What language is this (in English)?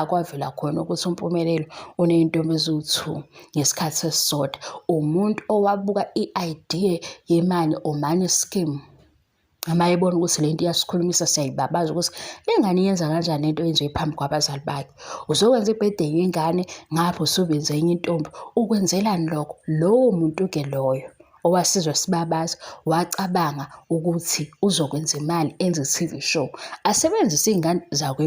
Zulu